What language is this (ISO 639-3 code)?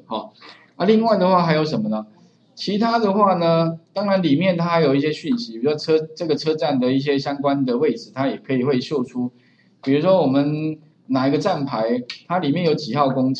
zho